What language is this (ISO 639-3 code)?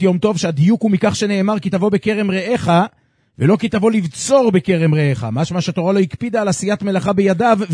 heb